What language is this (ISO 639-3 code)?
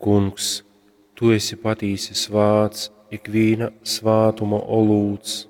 ltg